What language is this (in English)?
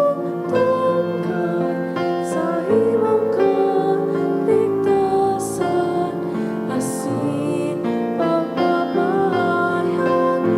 Bikol